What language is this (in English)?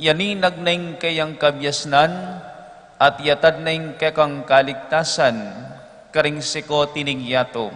Pampanga